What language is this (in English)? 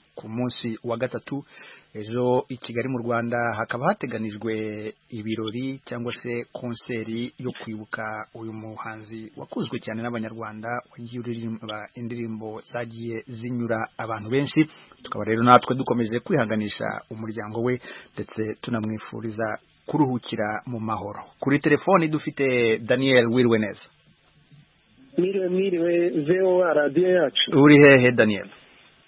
Kinyarwanda